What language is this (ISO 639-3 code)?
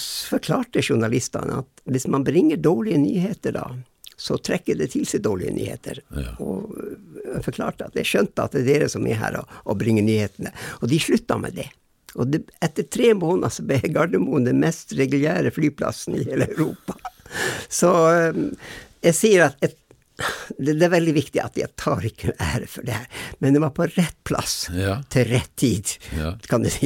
nor